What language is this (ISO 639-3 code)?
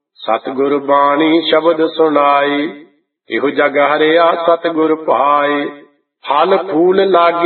pan